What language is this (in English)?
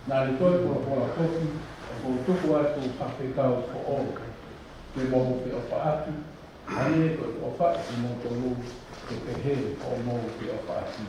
Tongan